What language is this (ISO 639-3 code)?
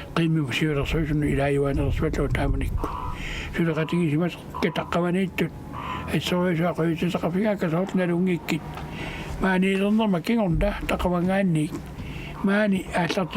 kal